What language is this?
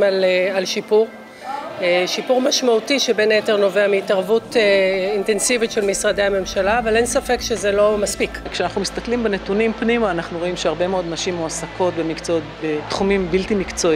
Hebrew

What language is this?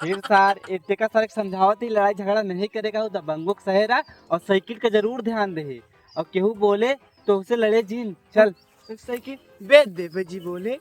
Awadhi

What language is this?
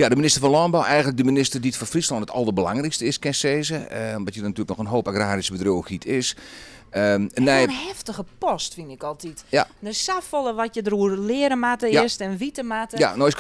Western Frisian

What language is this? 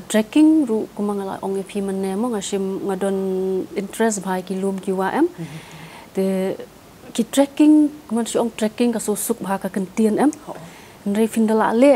Khasi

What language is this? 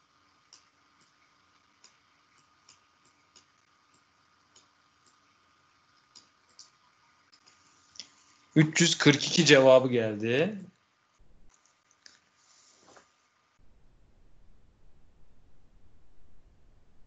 Turkish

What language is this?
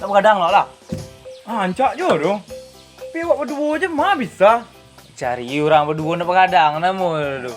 Minangkabau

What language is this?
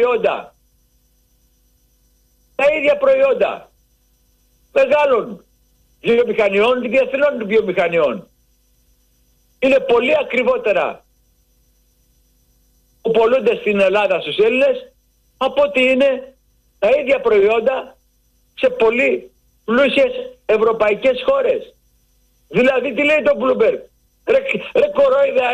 Greek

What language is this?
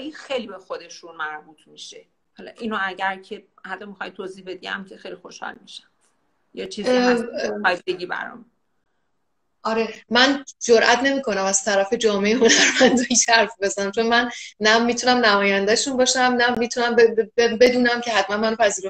Persian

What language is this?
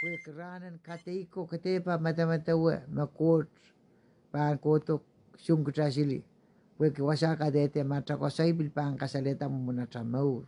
Pohnpeian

